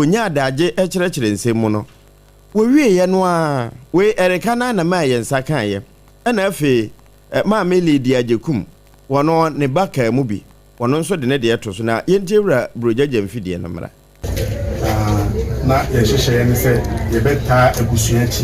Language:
Akan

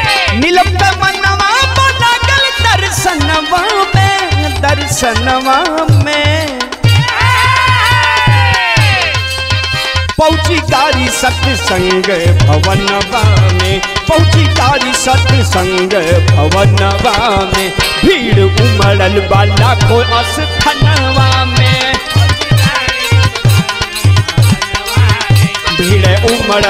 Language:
Bhojpuri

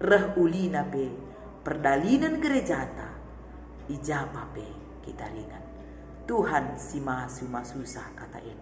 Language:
Batak Karo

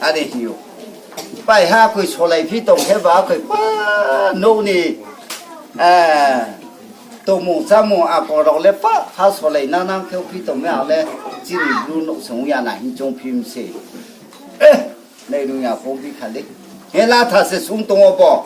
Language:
Riang (India)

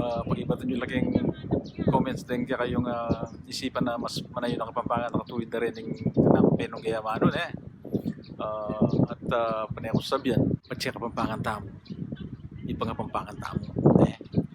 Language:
Pampanga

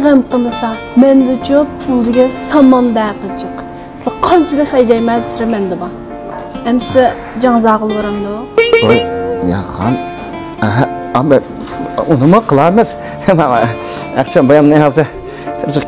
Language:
Uyghur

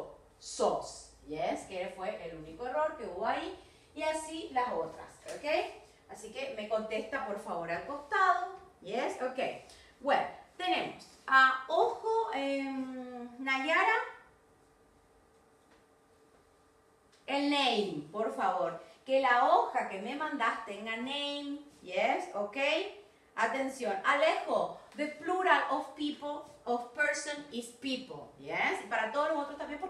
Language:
Spanish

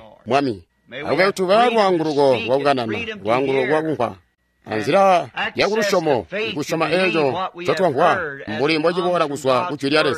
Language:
Tonga (Zambia)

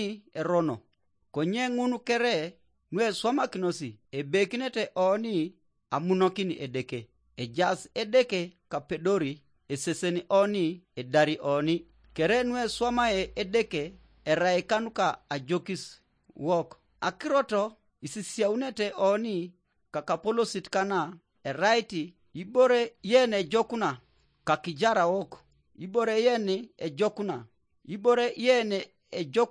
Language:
Teso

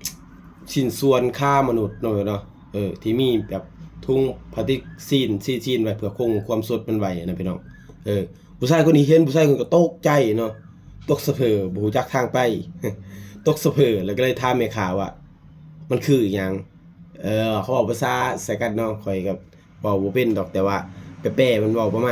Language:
Lao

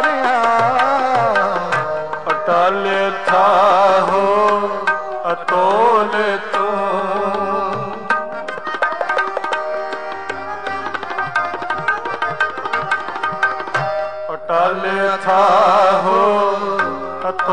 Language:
Punjabi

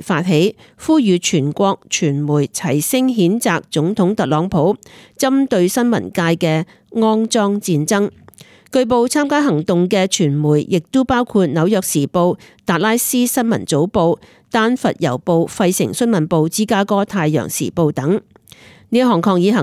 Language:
Cantonese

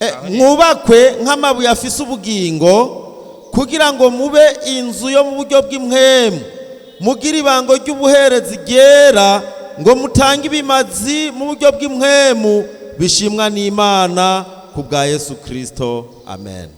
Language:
Rundi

